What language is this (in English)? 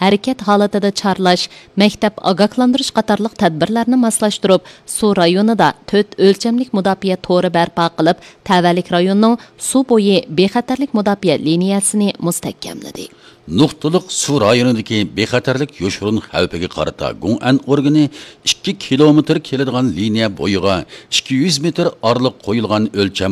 Uyghur